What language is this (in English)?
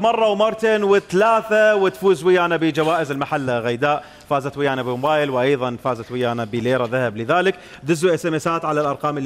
Mesopotamian Arabic